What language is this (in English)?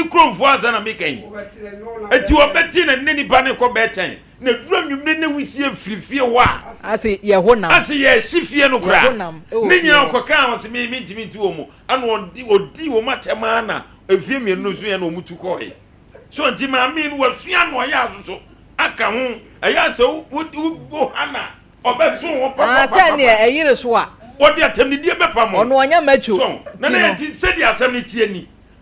Akan